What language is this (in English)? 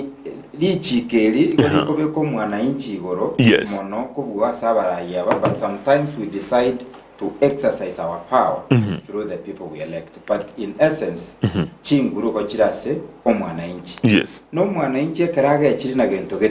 Gusii